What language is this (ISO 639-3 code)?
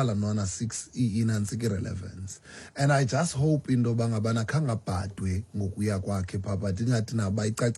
xho